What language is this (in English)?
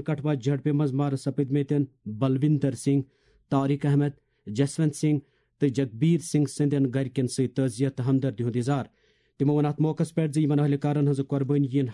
Kashmiri